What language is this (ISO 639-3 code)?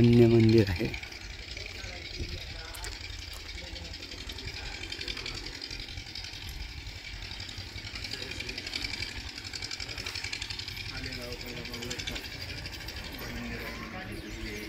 mar